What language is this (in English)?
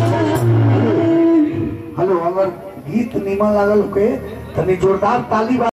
Bhojpuri